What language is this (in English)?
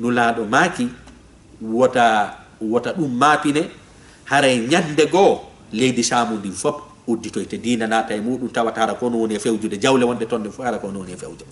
Fula